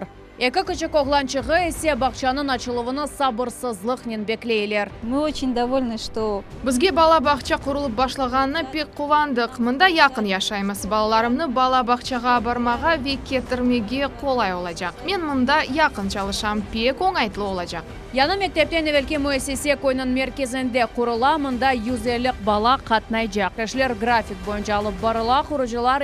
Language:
Crimean Tatar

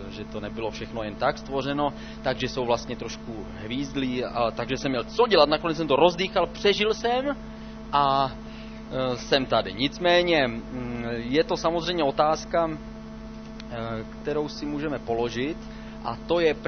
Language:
Czech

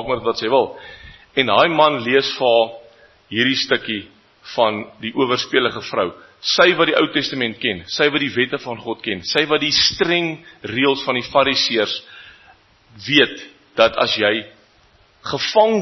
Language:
Afrikaans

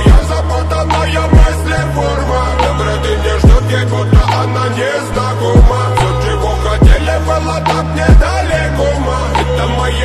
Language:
Russian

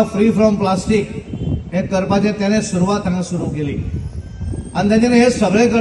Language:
Konkani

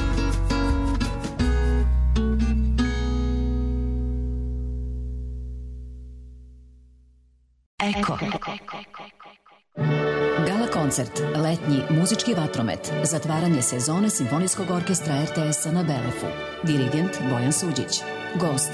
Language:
Serbian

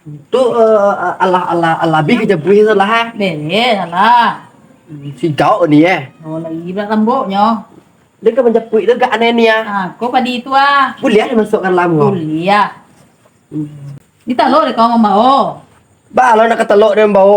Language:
Minangkabau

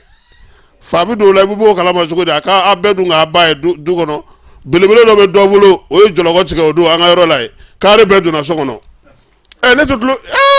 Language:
Bambara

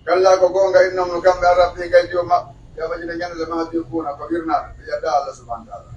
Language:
Pular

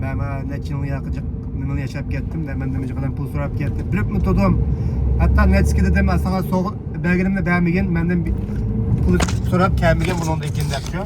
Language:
Uyghur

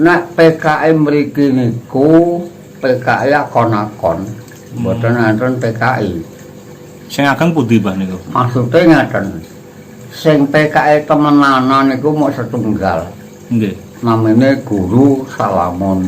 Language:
Javanese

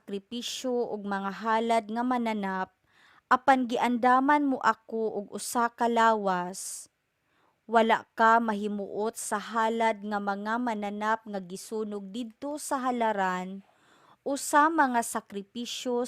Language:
Cebuano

